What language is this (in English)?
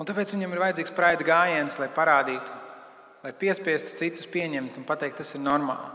Latvian